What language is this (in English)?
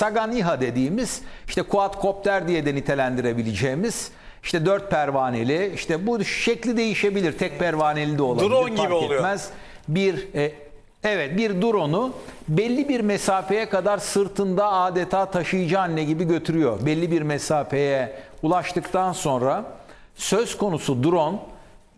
Turkish